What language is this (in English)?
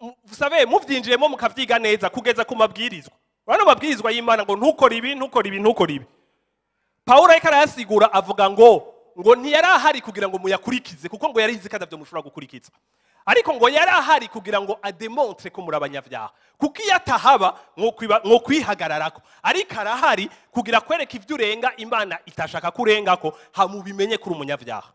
Rundi